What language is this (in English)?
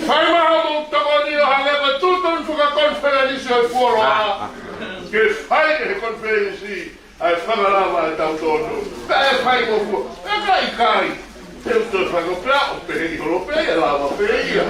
Tongan